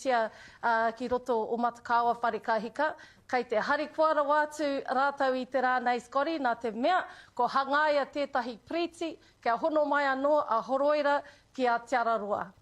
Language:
Māori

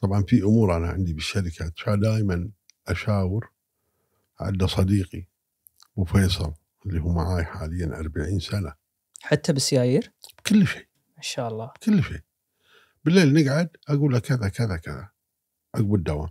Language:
Gulf Arabic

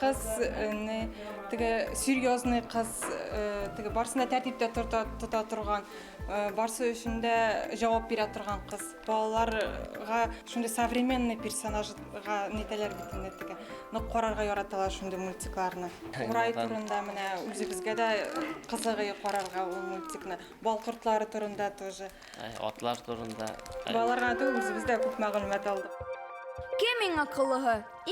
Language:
Bashkir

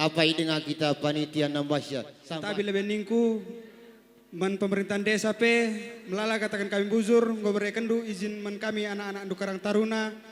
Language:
Batak Karo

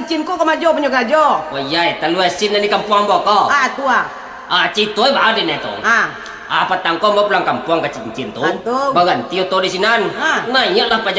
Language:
Minangkabau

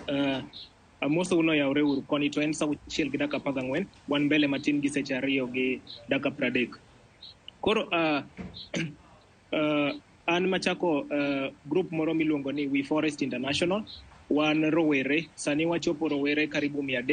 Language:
Luo (Kenya and Tanzania)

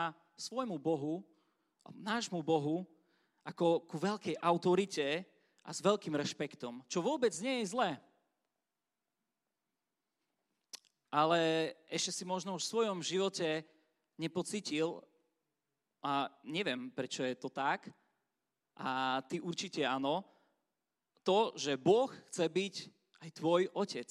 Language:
Slovak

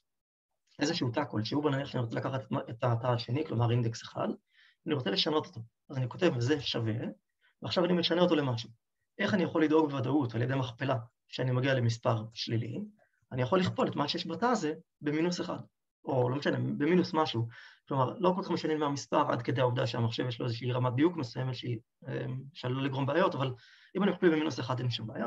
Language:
Hebrew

